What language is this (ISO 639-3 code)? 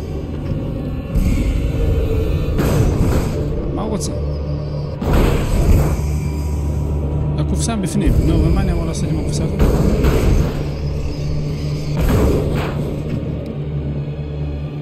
heb